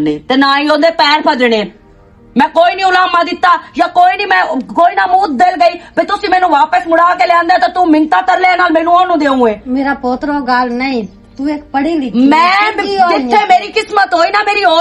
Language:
Western Panjabi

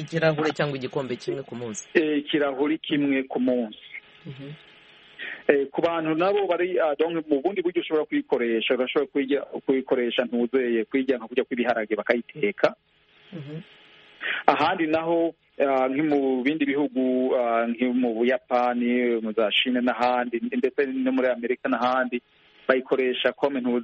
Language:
Kinyarwanda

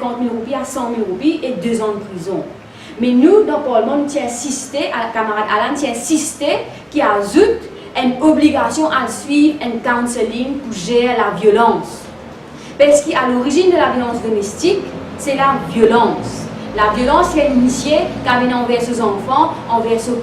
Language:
Morisyen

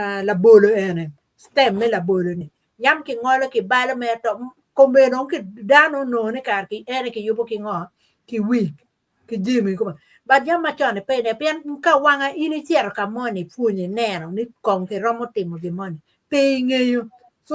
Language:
Acoli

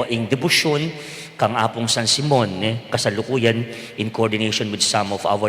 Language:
Pampanga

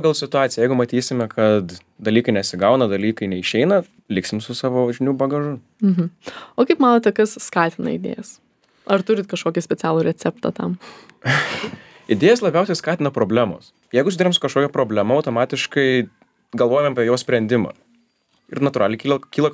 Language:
Lithuanian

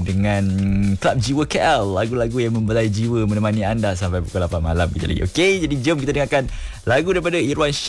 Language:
Malay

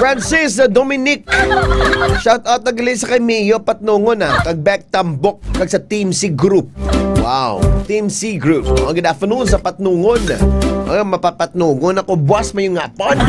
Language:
Hiligaynon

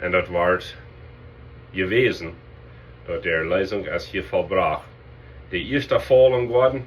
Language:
Plautdietsch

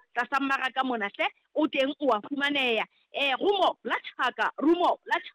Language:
Southern Sotho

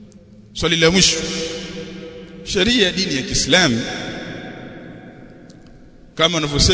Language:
Swahili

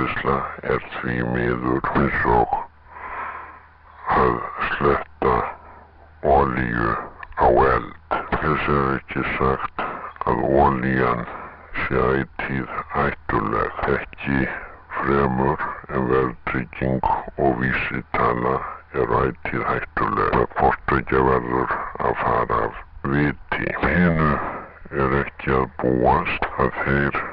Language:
Icelandic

